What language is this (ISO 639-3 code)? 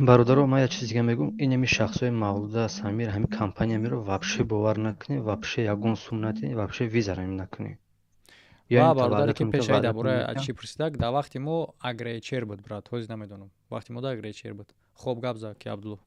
tgk